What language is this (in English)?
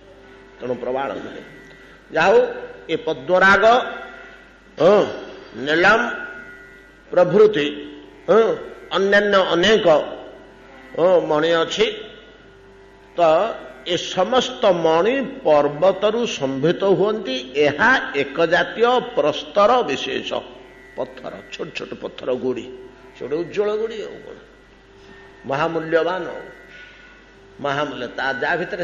Odia